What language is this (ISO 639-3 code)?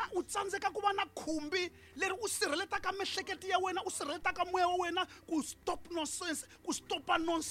tso